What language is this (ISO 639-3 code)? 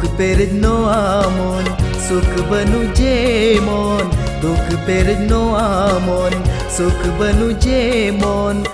sat